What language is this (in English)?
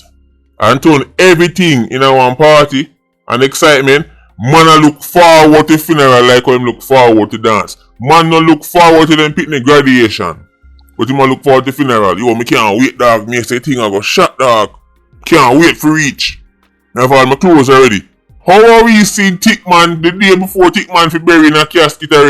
Jamaican Creole English